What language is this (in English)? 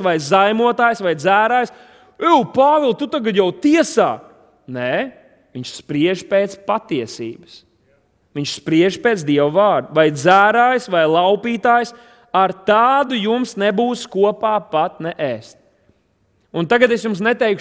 Latvian